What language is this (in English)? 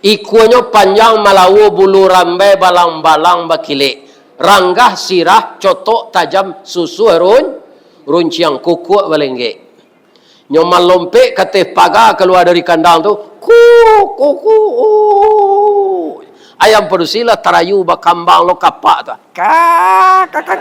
Minangkabau